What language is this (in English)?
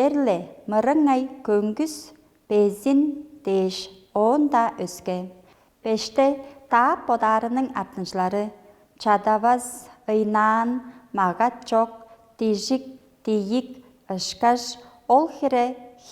Tuvinian